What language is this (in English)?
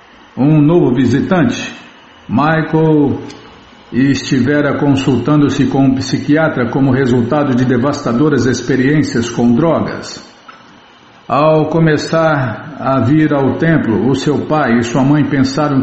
Portuguese